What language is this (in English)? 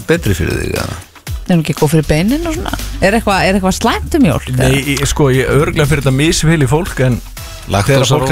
Icelandic